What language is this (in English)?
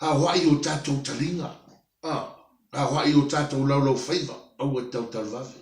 Samoan